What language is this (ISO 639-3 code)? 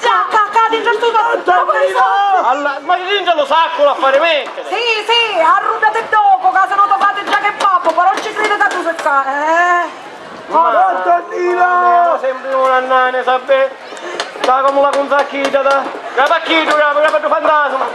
scn